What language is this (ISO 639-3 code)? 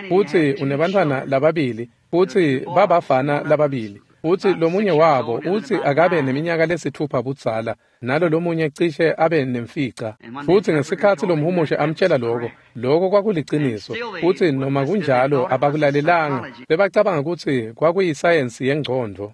ssw